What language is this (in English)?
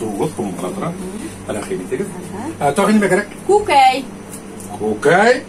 Bashkir